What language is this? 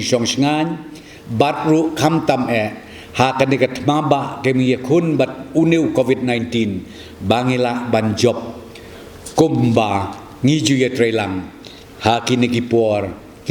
Khasi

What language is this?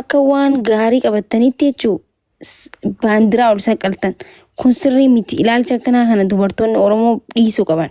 Oromo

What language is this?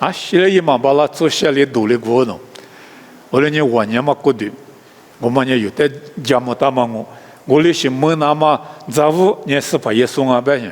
Lisu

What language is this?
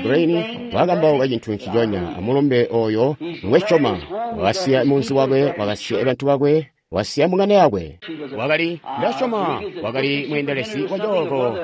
Tonga (Zambia)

